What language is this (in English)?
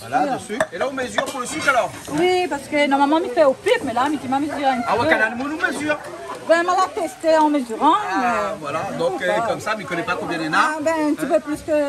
Réunion Creole French